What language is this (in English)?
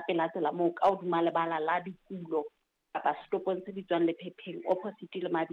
Southern Sotho